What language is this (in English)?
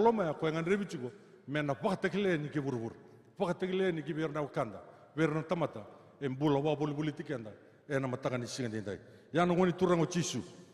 Fijian